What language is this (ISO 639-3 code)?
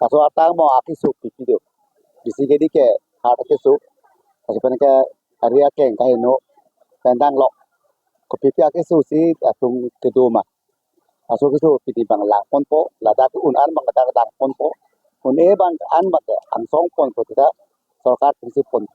mjw